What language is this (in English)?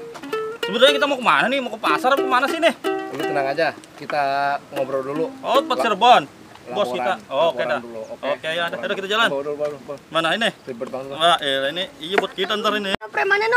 Betawi